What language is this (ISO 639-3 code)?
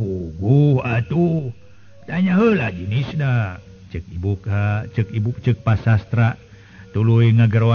sun